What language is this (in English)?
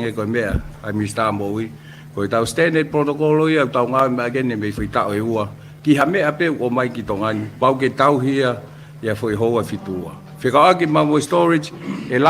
Tongan